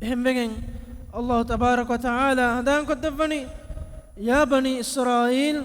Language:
Divehi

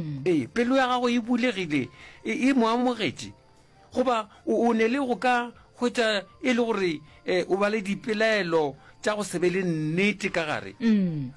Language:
Northern Sotho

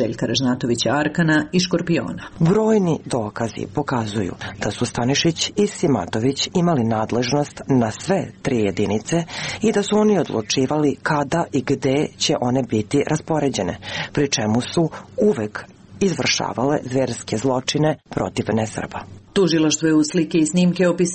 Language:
Serbian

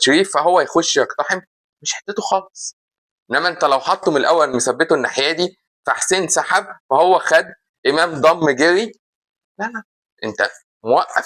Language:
Egyptian Arabic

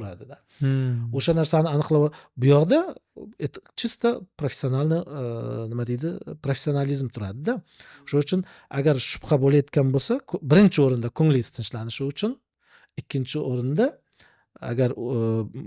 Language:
Uzbek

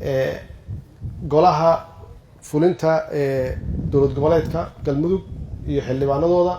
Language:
Somali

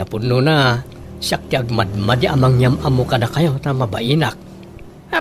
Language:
Iloko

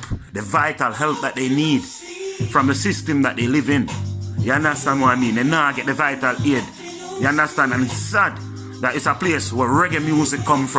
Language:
Jamaican Creole English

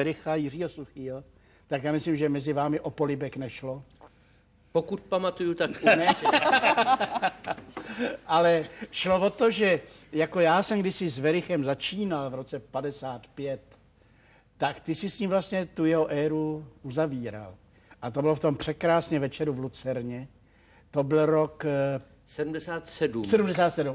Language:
Czech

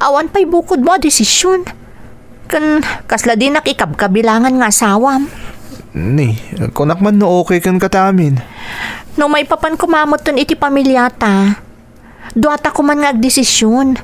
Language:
Iloko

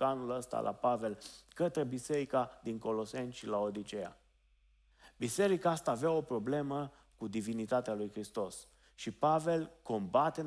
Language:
Romanian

